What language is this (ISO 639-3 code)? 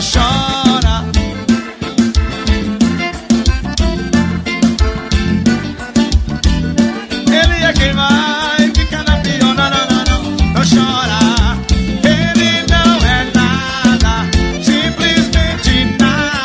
por